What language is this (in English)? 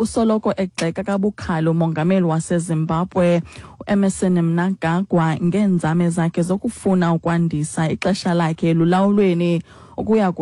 Xhosa